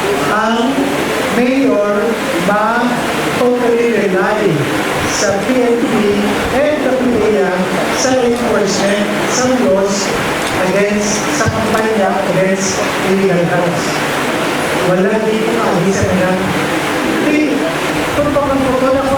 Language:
Hiligaynon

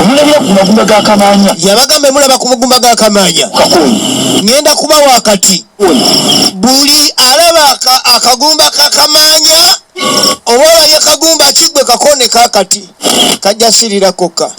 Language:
Ganda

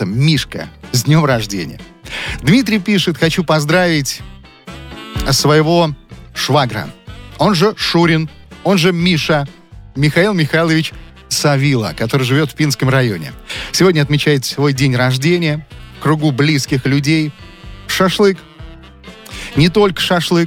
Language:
Russian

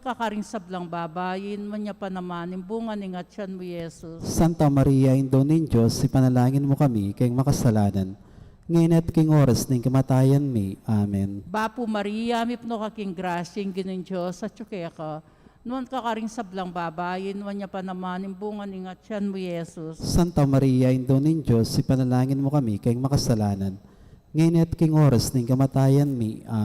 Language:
Pampanga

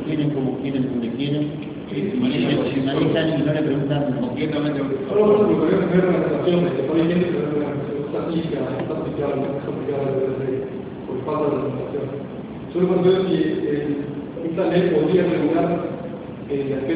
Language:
Spanish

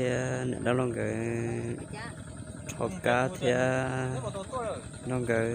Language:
Hmong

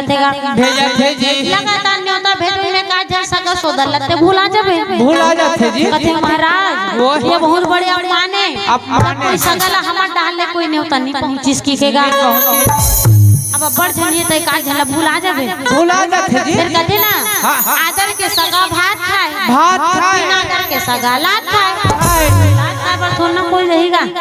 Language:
Chhattisgarhi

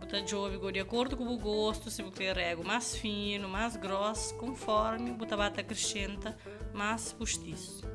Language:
Kabuverdianu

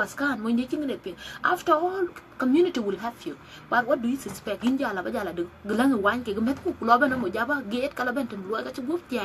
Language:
Dinka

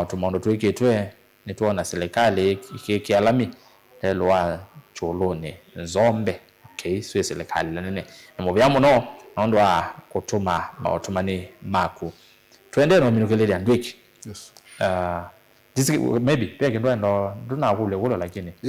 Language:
Kamba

